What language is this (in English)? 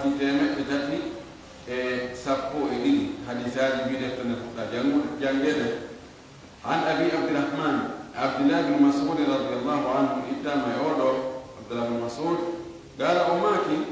Fula